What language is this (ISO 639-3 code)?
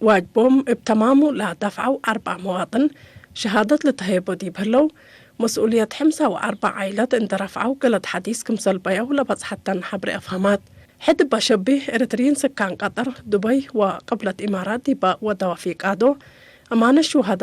tig